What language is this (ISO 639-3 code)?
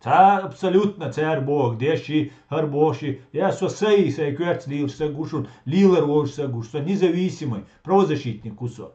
che